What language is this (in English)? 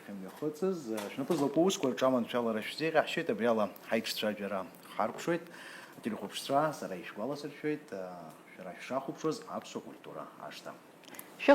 Abkhazian